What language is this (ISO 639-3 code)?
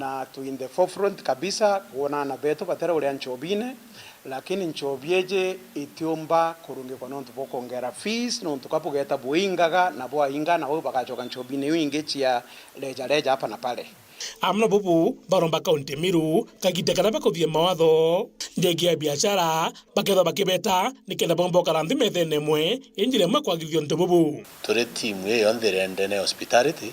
mer